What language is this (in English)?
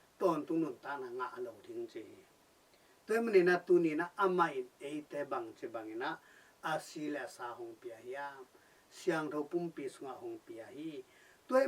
Tedim Chin